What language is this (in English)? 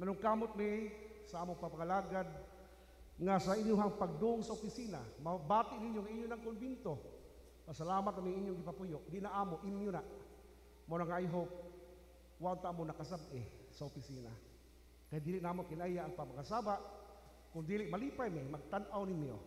Cebuano